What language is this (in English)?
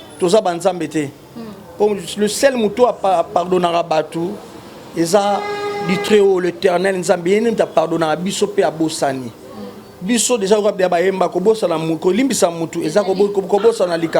Lingala